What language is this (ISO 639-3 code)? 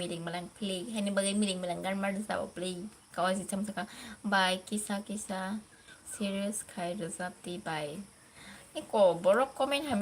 trp